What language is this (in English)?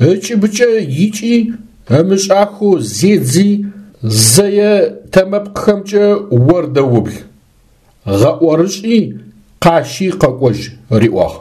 Adyghe